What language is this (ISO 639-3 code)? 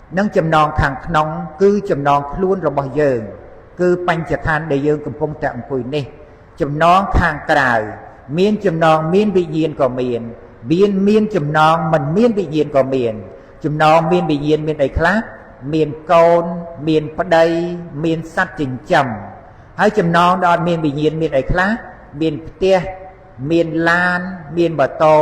khm